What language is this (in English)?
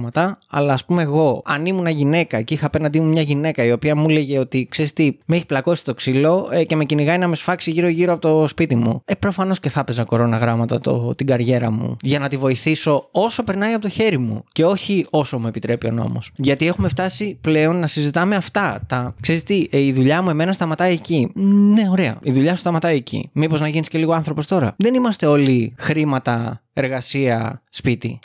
Greek